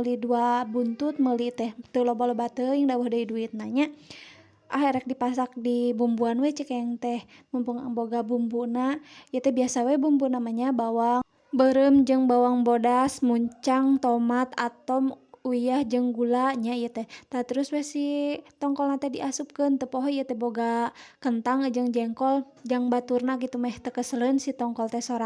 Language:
Sundanese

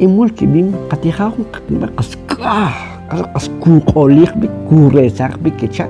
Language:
Kʼicheʼ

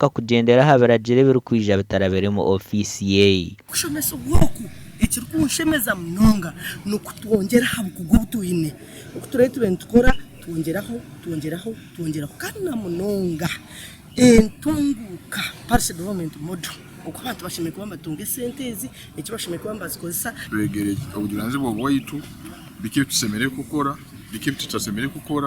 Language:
Nyankole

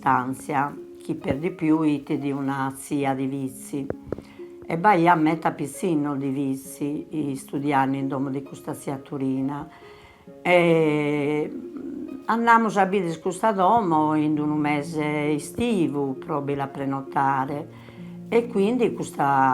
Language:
Sardinian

